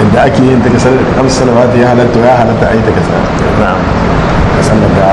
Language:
Hausa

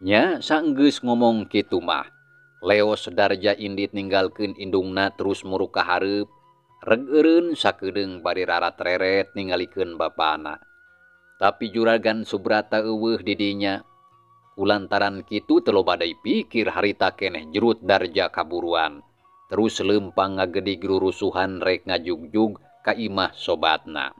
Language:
Sundanese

